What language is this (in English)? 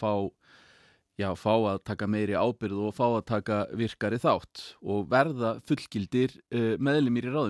Icelandic